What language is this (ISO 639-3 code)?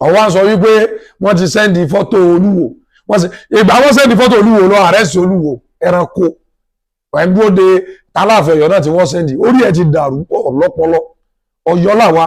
yor